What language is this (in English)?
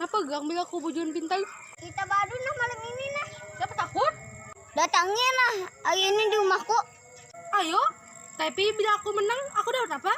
Banjar